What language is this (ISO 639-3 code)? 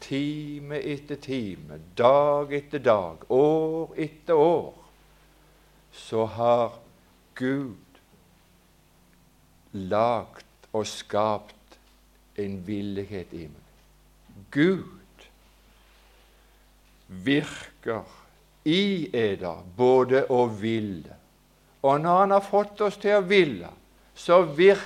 nor